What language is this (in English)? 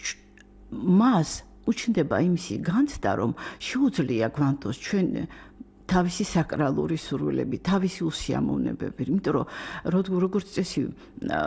Georgian